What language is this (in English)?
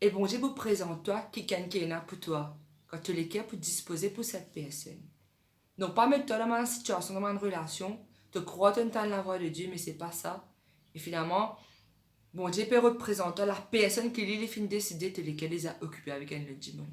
Morisyen